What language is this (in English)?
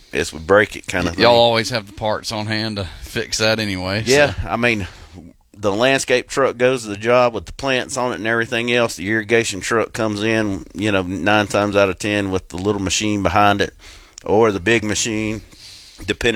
English